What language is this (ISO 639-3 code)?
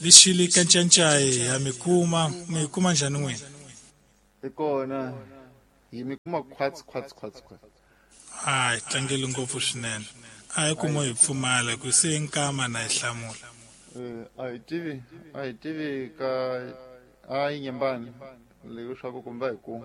tso